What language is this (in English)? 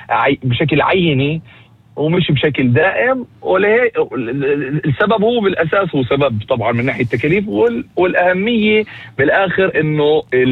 North Levantine Arabic